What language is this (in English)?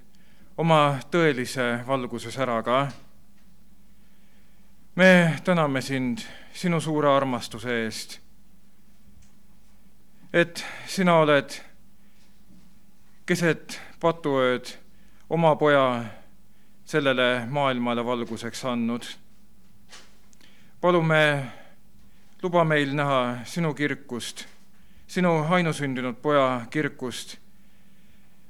Estonian